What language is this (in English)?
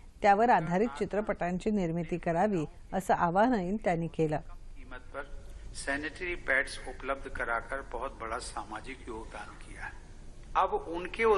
Marathi